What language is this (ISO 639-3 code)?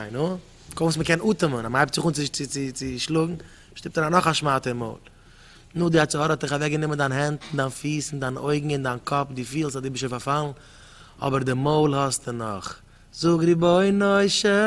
yid